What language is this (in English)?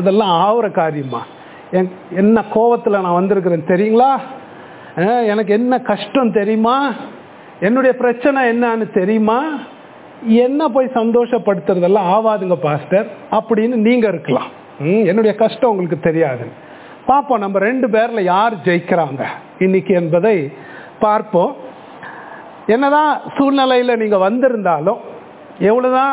Tamil